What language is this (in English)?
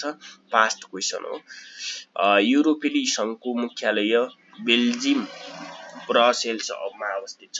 Nepali